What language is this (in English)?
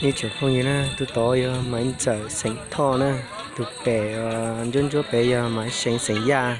Hmong